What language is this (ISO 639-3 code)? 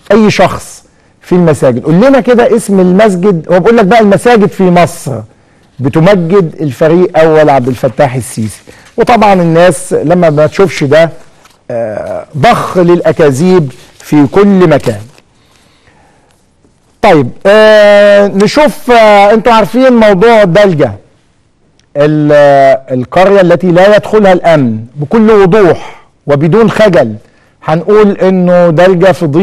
arz